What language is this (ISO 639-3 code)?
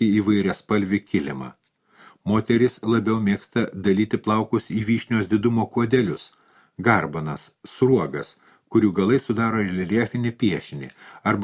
lit